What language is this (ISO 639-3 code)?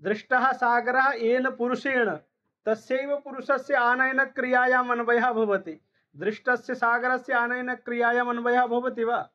san